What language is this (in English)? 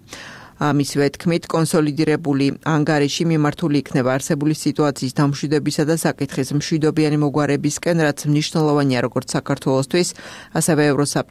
Georgian